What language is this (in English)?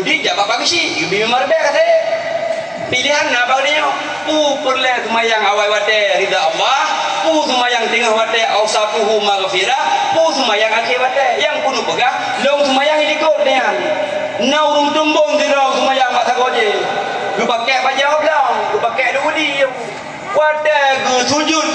Achinese